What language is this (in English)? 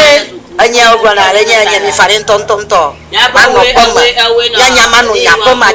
Ewe